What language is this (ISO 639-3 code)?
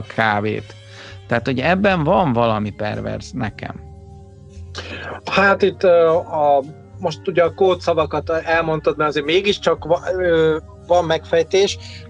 hun